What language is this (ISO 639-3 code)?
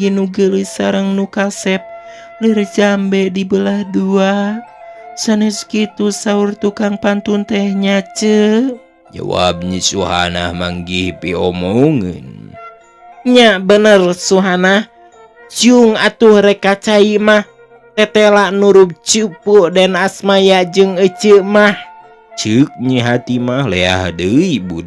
sun